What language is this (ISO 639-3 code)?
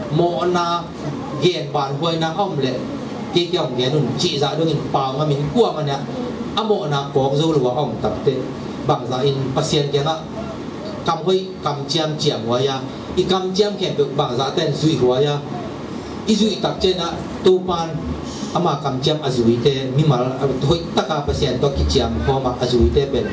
ctd